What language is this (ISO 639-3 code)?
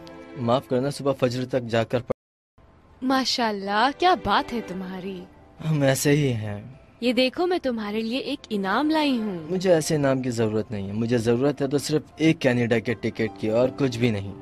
hin